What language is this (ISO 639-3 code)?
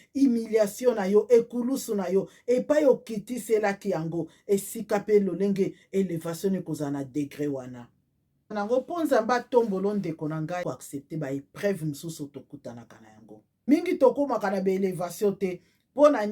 lin